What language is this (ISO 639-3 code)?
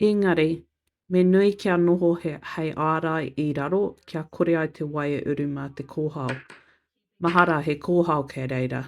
mri